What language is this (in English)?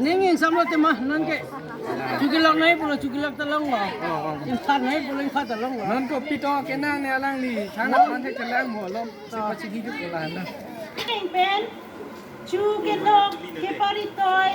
Karbi